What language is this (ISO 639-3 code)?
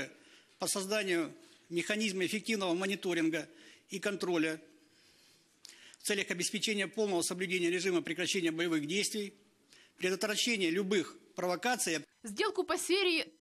rus